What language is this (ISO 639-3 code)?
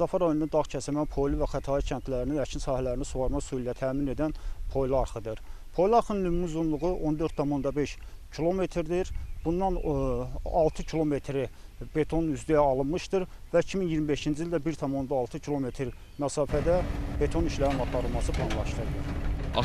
aze